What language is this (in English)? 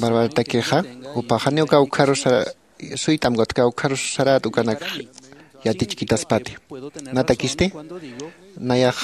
Aymara